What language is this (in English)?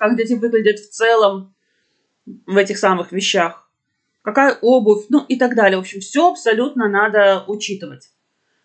Russian